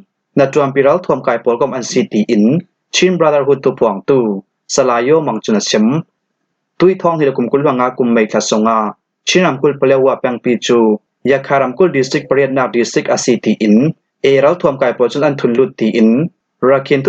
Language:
Falam Chin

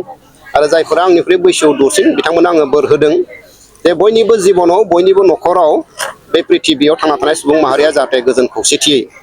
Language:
Bodo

